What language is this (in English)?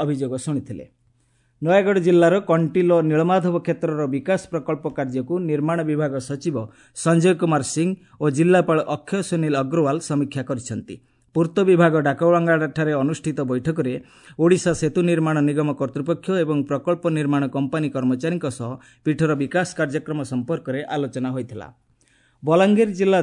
Odia